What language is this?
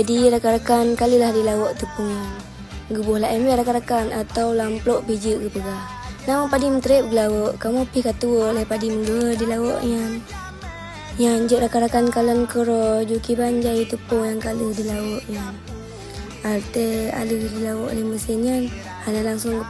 Achinese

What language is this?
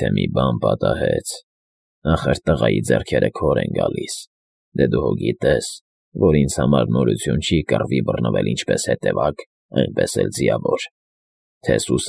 Armenian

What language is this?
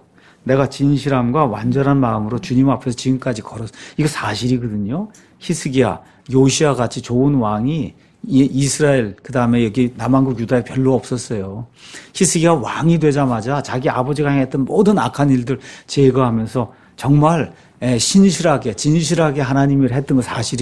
Korean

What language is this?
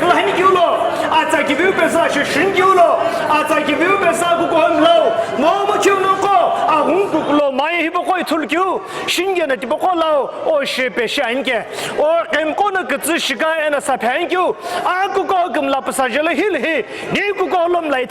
Sumi Naga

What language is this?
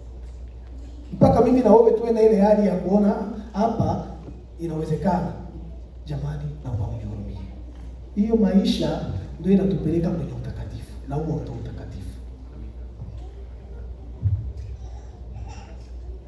Swahili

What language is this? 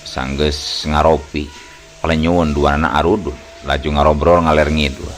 Sundanese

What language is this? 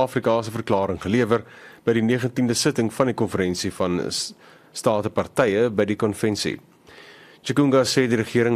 Afrikaans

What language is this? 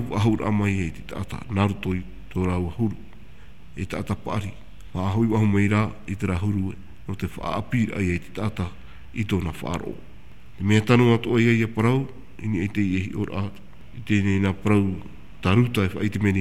Tahitian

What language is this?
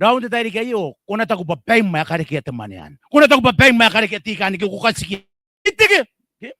Gilbertese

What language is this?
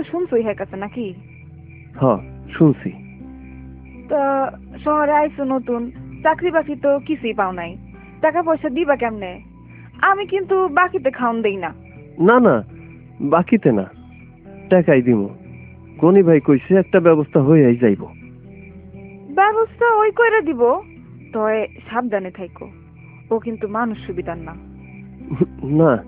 Bangla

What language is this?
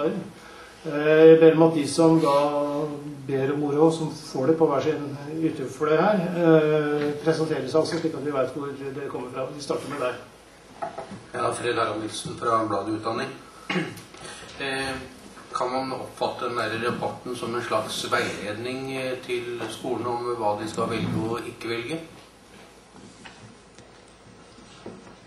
Norwegian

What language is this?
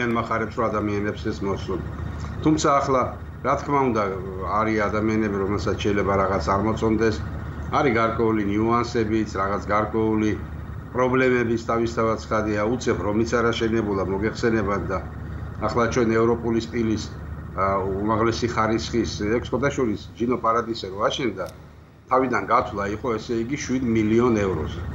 Georgian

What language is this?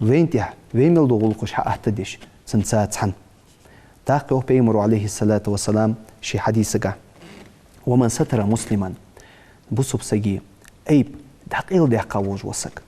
Ingush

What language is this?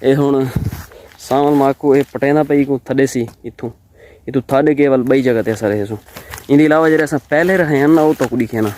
Saraiki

